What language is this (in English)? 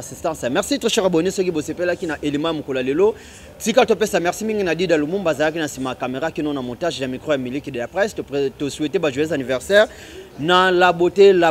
Lingala